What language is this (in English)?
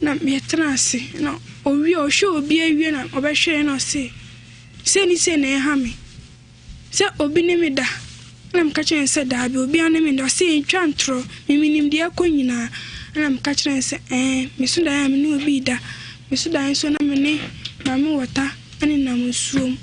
Akan